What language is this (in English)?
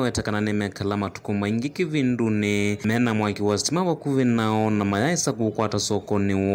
Kamba